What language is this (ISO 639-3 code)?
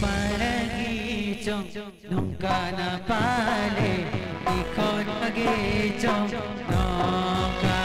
sat